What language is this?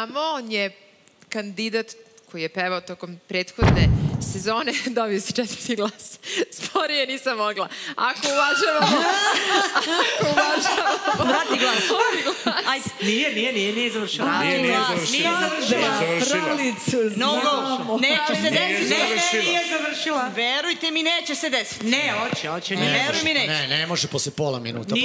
Serbian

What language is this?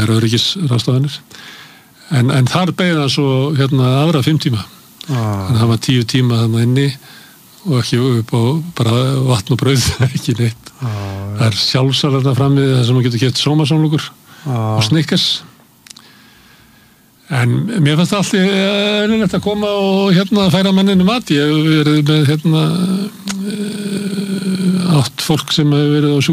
Icelandic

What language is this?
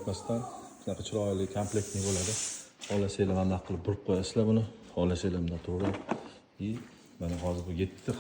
Uzbek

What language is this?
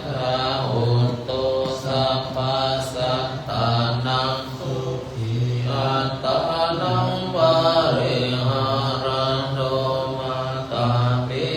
Pali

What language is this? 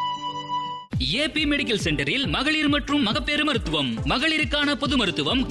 Tamil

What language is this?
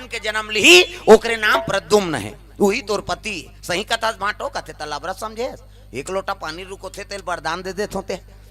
Chhattisgarhi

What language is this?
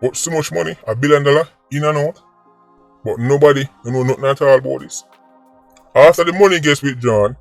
Jamaican Creole English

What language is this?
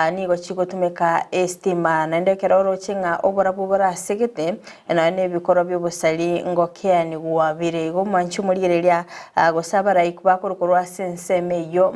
Gusii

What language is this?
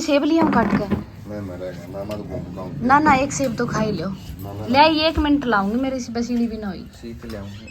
Haryanvi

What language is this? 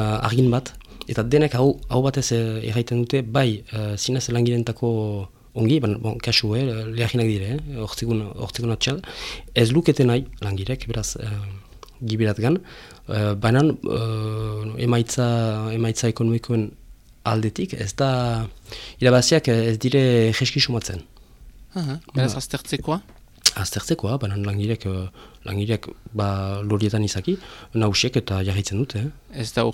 Basque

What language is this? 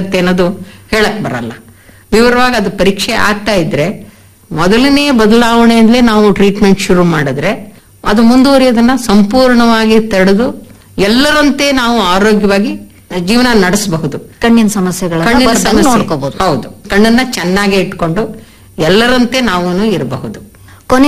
Kannada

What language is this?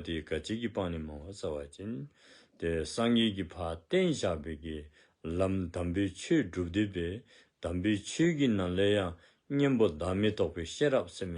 Dzongkha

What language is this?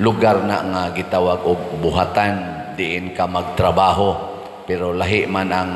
Cebuano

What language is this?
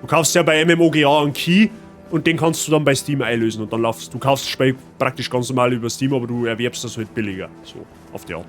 Bavarian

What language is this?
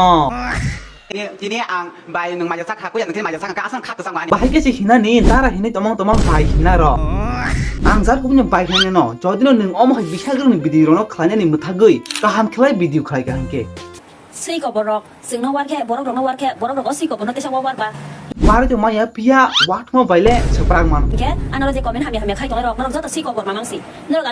Kok Borok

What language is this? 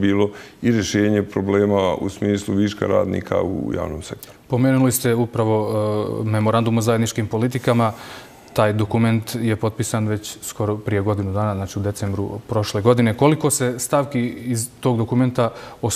Bosnian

